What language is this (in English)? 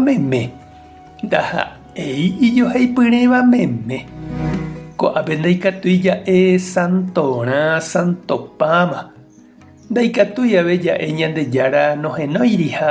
Guarani